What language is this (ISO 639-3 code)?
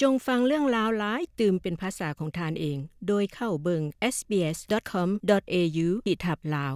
lao